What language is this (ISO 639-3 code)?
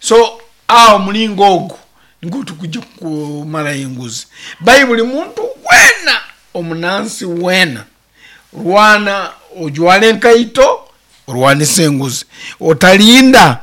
nyn